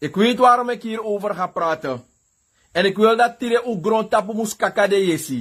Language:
Sranan Tongo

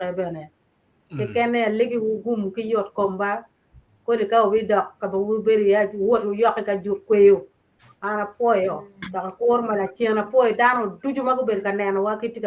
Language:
Acoli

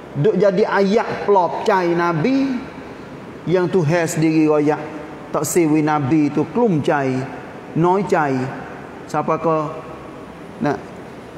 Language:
Malay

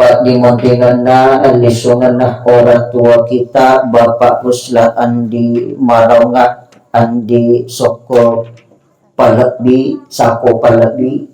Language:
Buginese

